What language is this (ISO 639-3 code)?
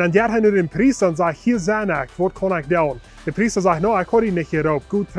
pdt